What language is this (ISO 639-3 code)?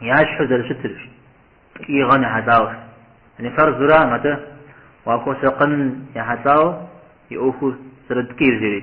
kbd